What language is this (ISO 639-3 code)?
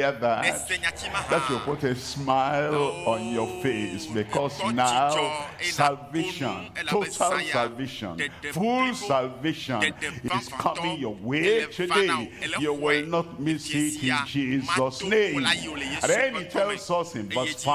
ewe